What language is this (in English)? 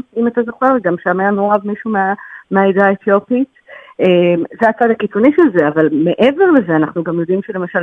Hebrew